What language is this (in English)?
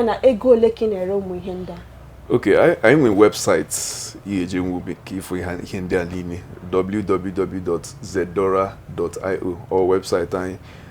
Igbo